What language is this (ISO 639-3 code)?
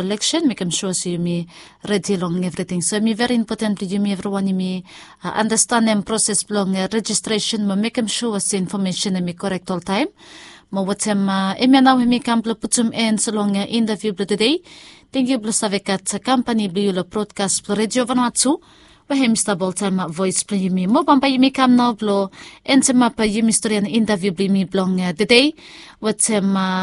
bis